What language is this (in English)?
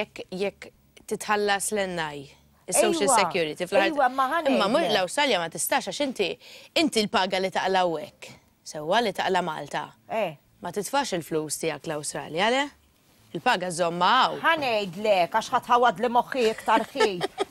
Maltese